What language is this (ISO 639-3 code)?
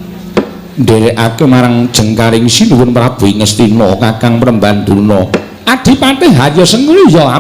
jav